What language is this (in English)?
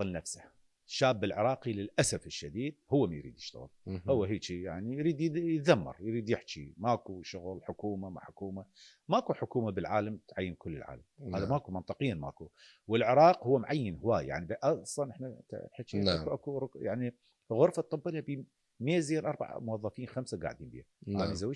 Mesopotamian Arabic